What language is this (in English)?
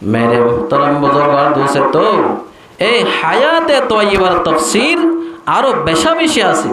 Rohingya